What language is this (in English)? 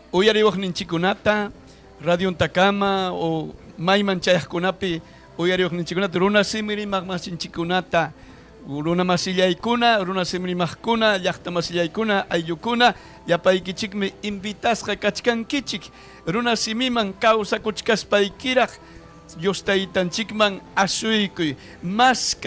Ayacucho Quechua